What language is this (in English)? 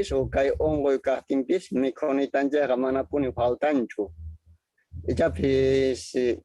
South Bolivian Quechua